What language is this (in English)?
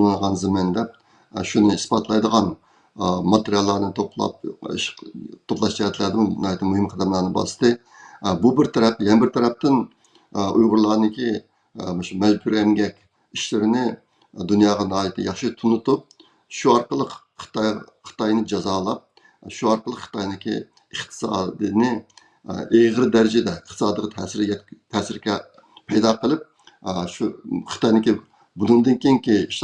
Uyghur